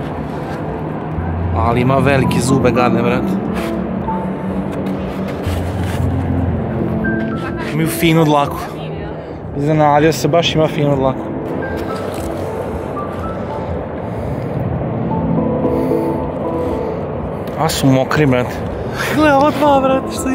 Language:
Croatian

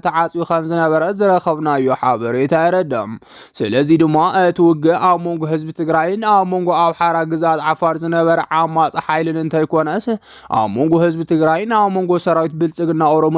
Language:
Tigrinya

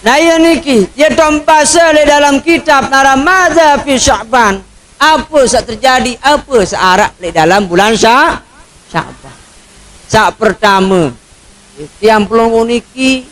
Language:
Sasak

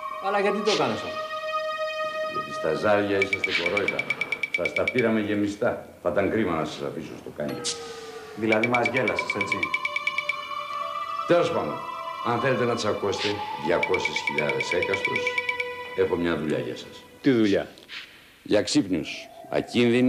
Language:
Greek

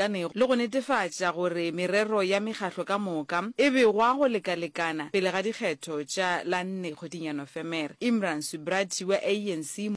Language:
Northern Sotho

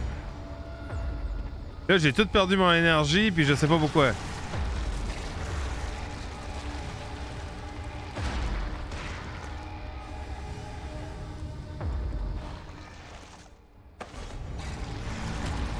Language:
French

